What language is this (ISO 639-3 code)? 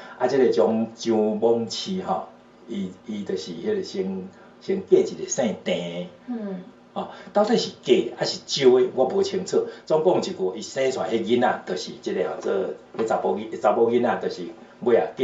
nan